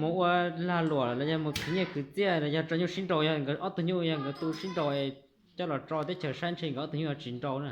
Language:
Hmong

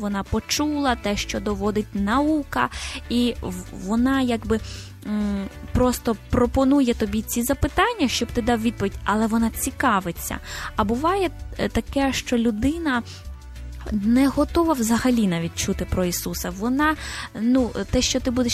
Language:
Ukrainian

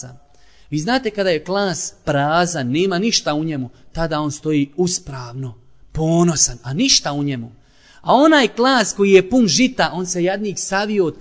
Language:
Bosnian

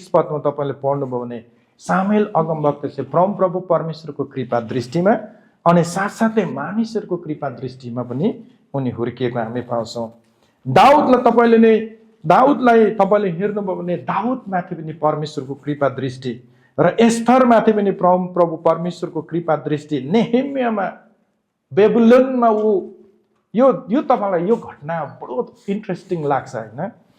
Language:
Nepali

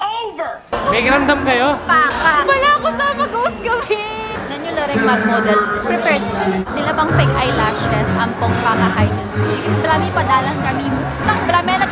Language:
Pampanga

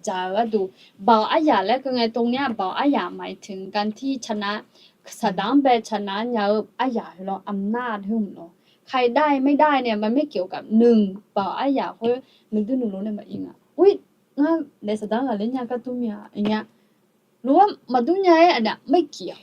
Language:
Akha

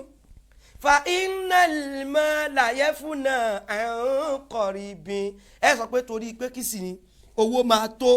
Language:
Yoruba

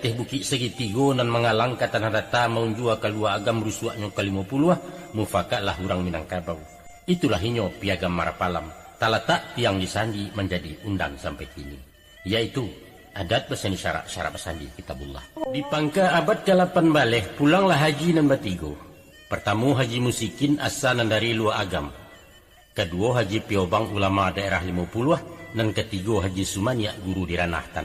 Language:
Minangkabau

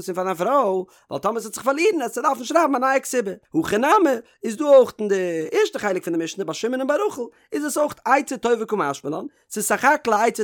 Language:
Yiddish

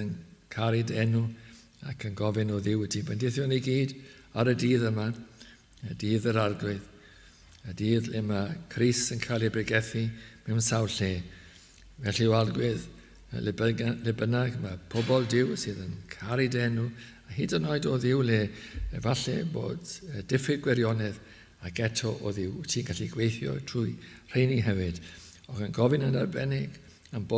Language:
Welsh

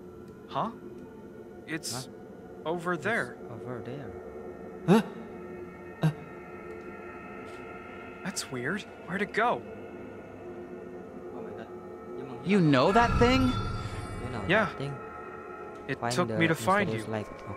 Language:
Indonesian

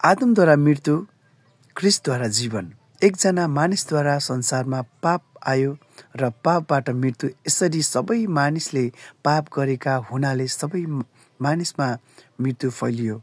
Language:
Nepali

